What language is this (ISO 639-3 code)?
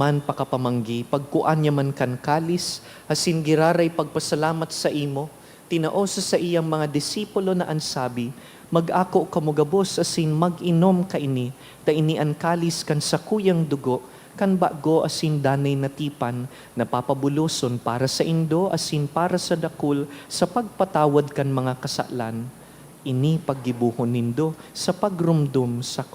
bik